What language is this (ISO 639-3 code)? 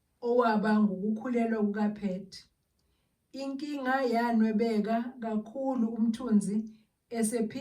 zul